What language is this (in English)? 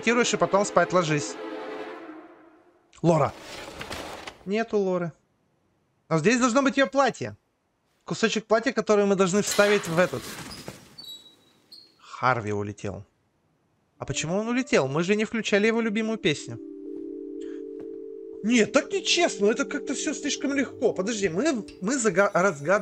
Russian